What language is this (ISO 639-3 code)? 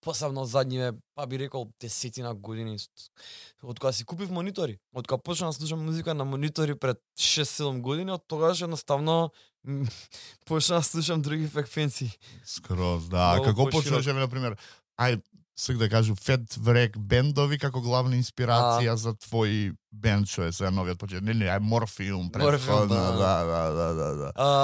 mkd